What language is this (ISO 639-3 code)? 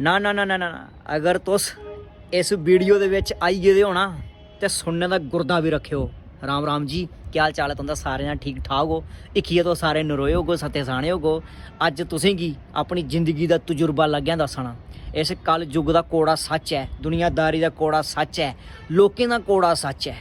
doi